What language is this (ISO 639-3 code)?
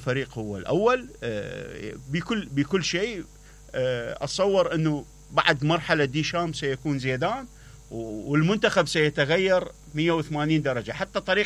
acm